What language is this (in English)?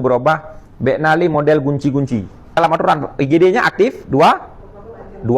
Achinese